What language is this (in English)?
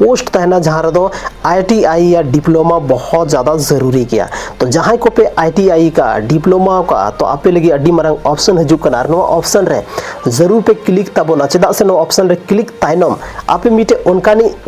Santali